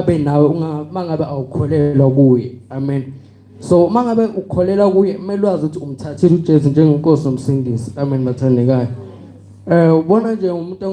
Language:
Zulu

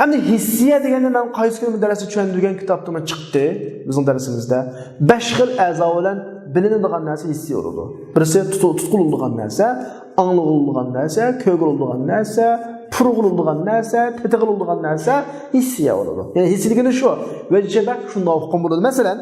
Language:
Uyghur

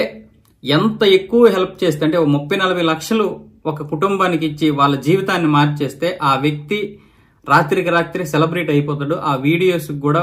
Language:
Telugu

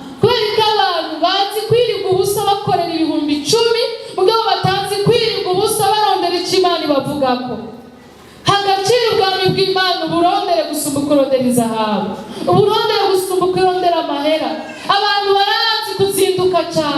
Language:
Rundi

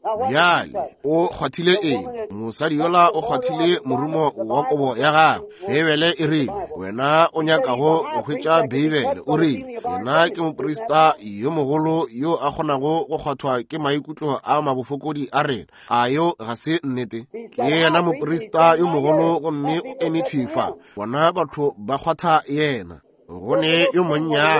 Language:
Northern Sotho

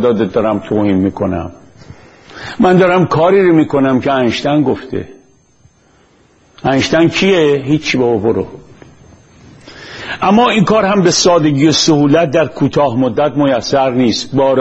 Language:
Persian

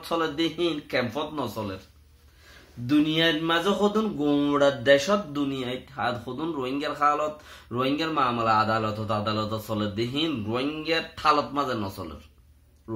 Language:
Rohingya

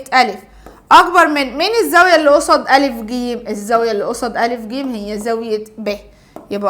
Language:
Egyptian Arabic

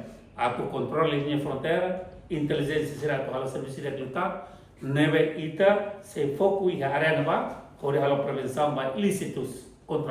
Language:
Tetum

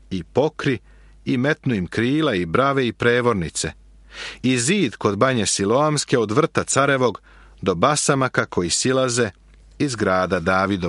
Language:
Serbian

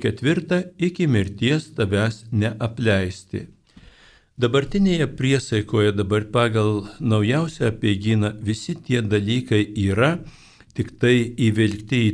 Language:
Lithuanian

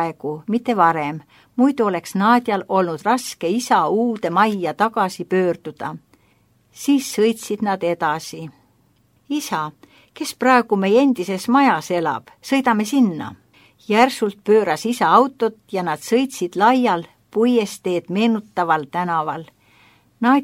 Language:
Estonian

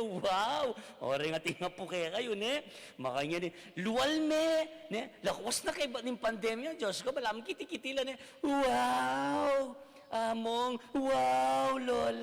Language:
Pampanga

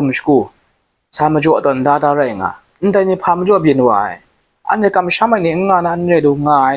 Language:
Kachin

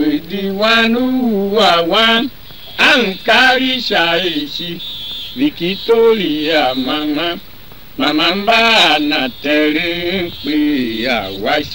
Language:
Tiv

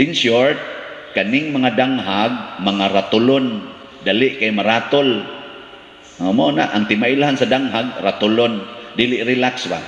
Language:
Cebuano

